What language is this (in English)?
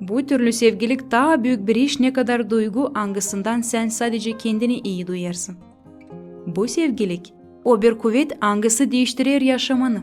Gagauz